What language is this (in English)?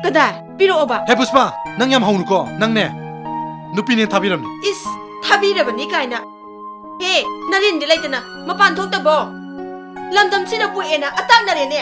Manipuri